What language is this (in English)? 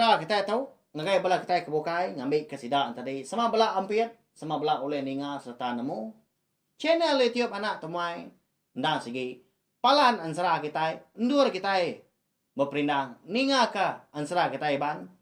Iban